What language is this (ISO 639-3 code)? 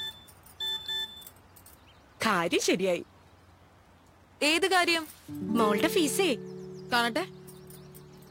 mal